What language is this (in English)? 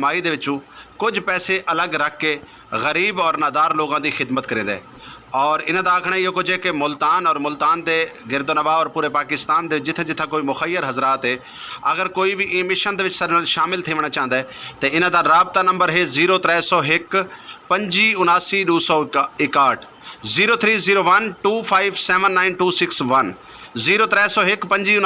Saraiki